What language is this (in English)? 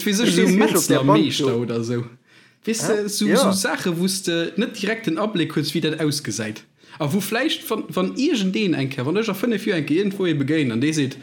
Luxembourgish